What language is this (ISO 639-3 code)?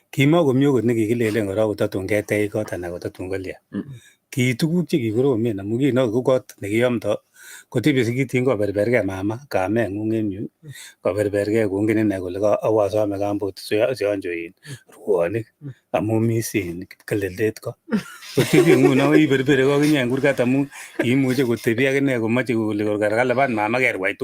kln